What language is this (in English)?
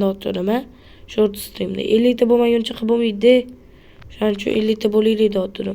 Uzbek